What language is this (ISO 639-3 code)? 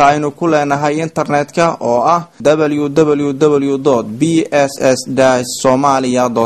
som